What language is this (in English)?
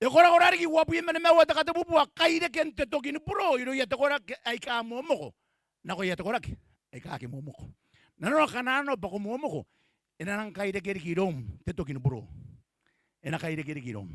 Gilbertese